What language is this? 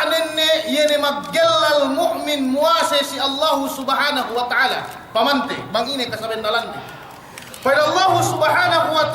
Yakan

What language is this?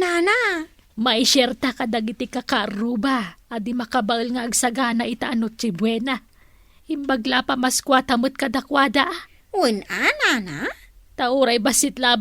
Iloko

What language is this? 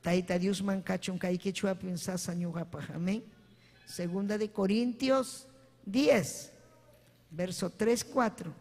Ayacucho Quechua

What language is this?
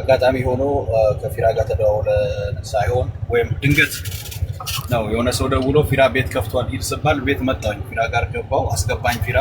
Amharic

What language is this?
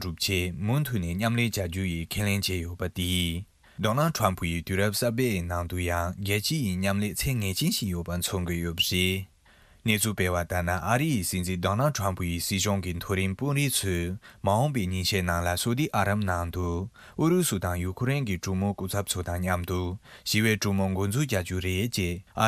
Tibetan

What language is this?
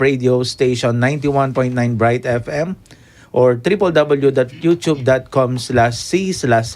Pampanga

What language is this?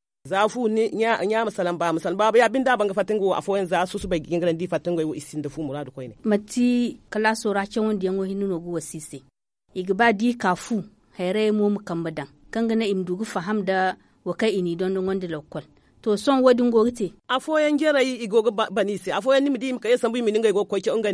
Zarma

